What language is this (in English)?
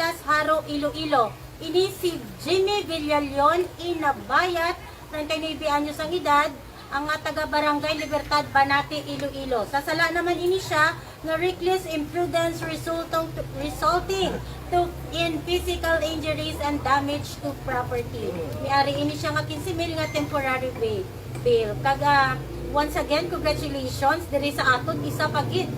Hiligaynon